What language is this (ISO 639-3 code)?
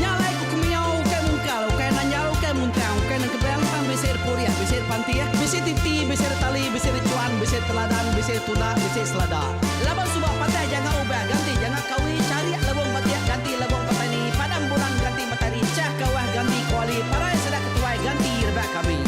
iba